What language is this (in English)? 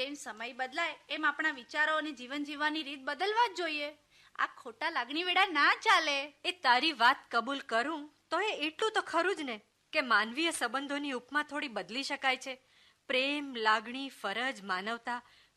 Gujarati